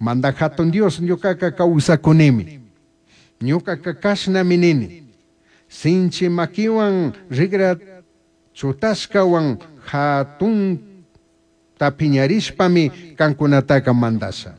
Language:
Chimborazo Highland Quichua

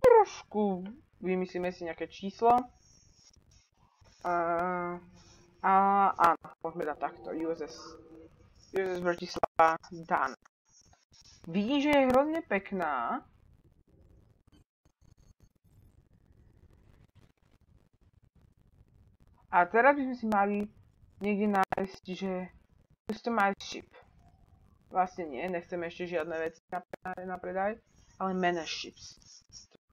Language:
Slovak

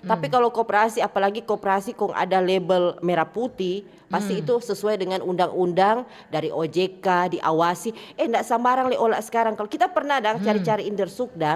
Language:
Manado Malay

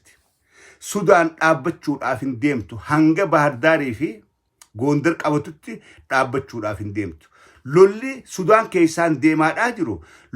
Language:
Oromo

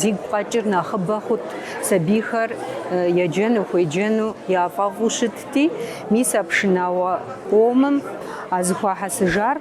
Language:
Kabardian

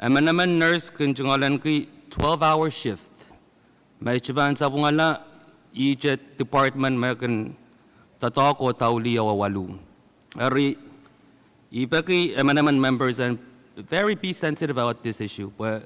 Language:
Pohnpeian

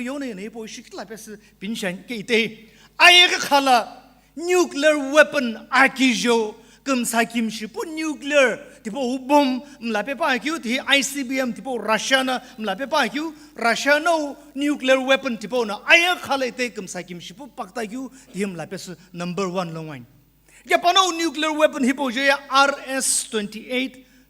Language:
Sumi Naga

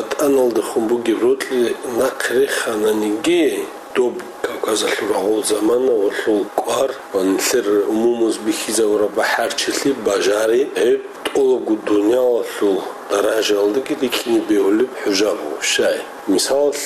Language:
Avaric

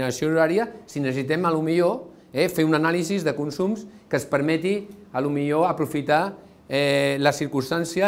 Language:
Catalan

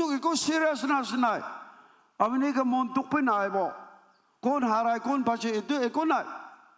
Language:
Naga Pidgin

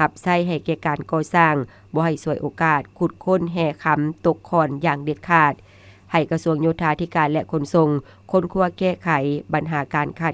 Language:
Lao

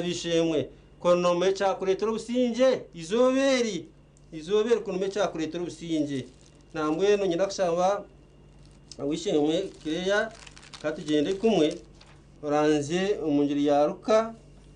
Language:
Nyankole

